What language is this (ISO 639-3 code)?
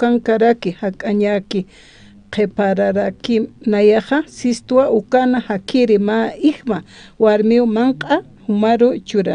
aym